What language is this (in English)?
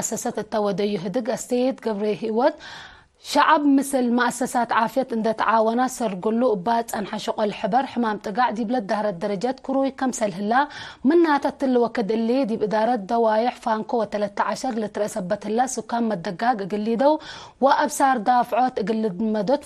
Tigre